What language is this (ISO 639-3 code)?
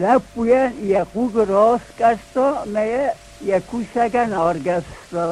oss